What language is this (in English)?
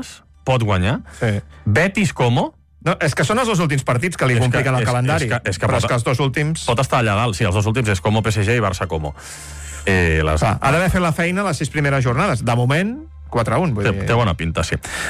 Catalan